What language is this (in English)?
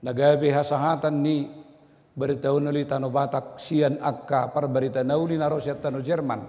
Batak Toba